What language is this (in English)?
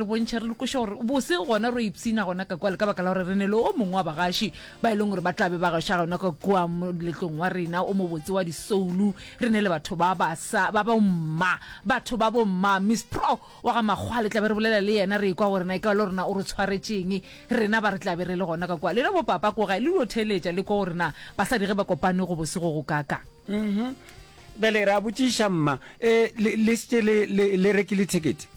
Northern Sotho